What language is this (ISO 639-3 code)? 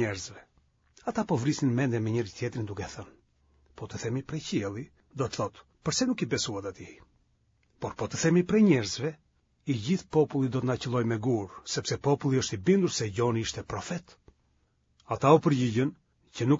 sqi